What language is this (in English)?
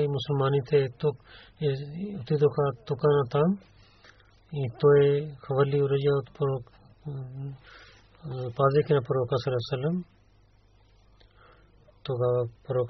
Bulgarian